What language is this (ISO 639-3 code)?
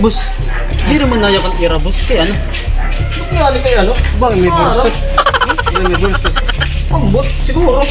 war